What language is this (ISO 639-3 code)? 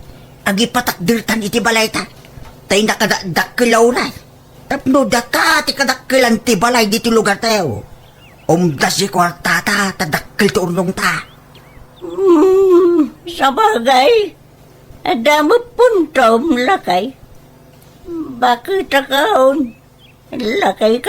ilo